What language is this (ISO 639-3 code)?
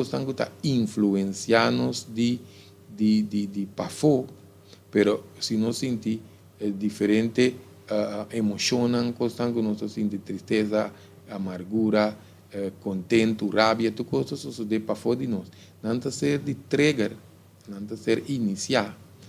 pap